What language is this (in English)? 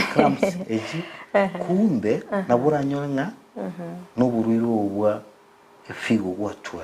Gusii